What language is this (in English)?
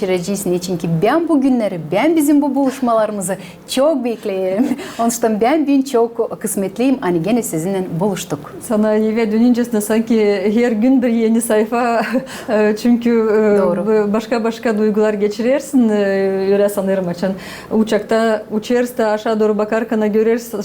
Gagauz